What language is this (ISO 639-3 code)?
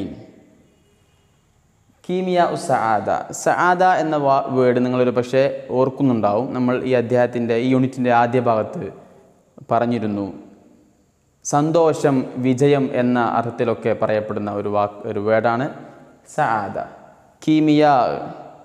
mal